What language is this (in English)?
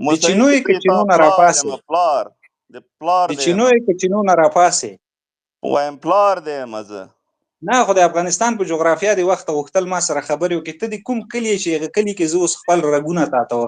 Pashto